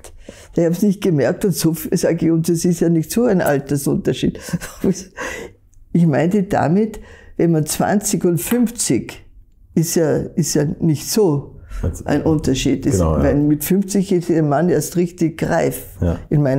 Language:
German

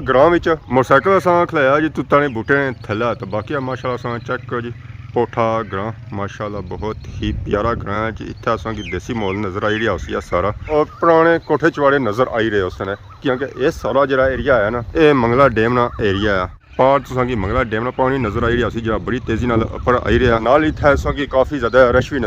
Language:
Pahari-Potwari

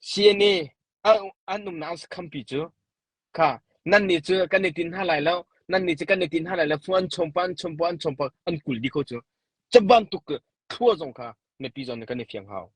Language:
Hakha Chin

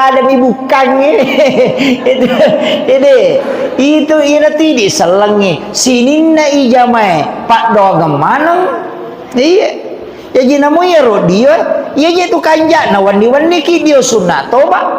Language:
Buginese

